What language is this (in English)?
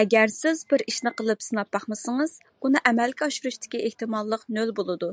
Uyghur